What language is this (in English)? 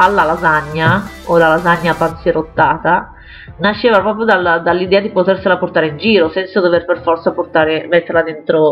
Italian